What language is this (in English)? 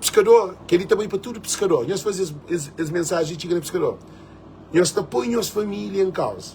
Kabuverdianu